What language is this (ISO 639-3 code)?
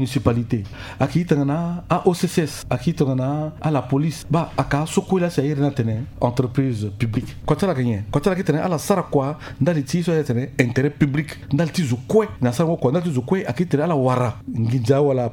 sag